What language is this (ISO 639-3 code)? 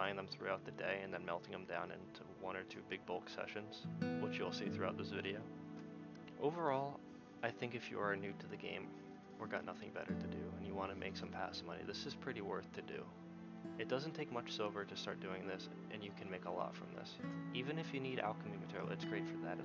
eng